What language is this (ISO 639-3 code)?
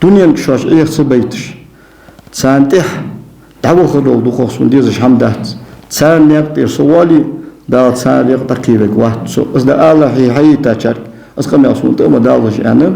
inh